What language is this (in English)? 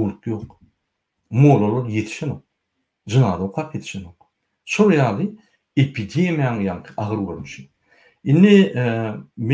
Turkmen